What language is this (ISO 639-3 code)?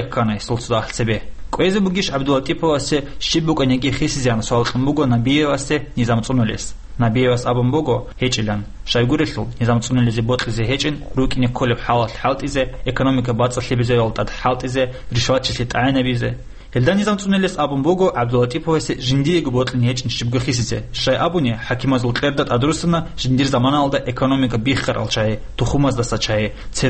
ava